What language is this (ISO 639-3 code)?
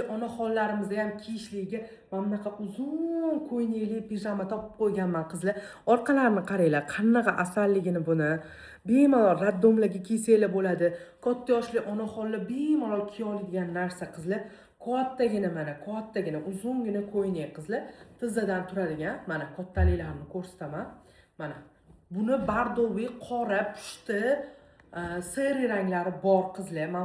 uzb